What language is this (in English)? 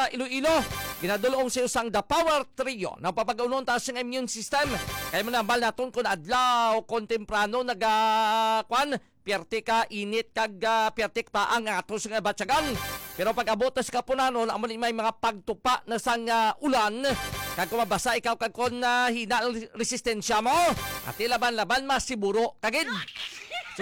Hiligaynon